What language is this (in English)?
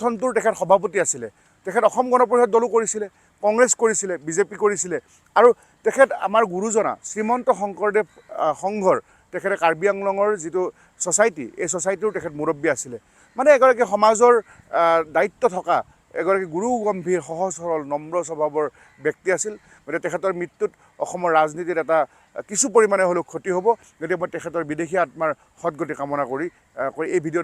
Assamese